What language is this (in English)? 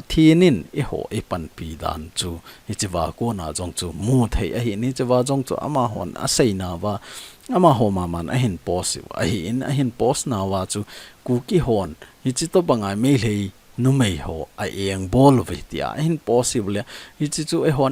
Thado Chin